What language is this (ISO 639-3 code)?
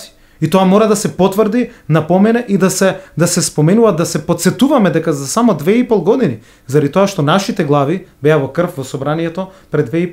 mkd